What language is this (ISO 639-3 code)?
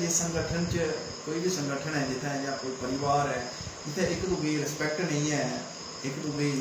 doi